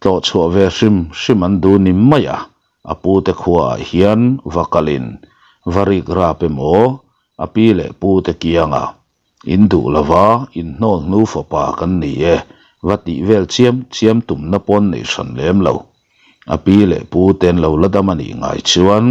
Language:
Mizo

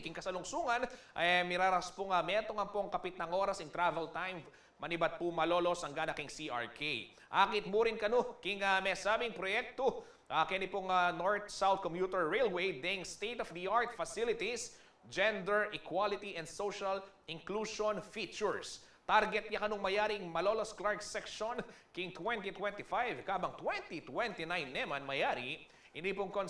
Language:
Pampanga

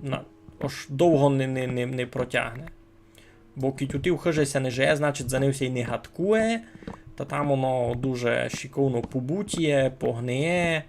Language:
Rusyn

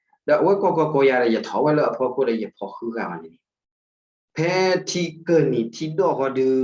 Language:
S'gaw Karen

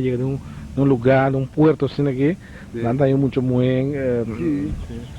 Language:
Papiamento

